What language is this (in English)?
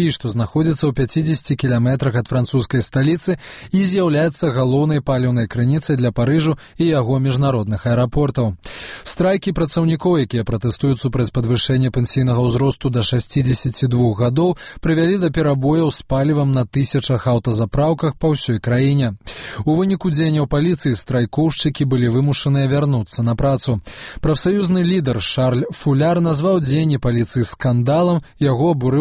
Belarusian